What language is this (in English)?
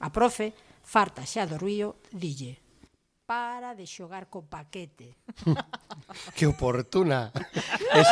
Galician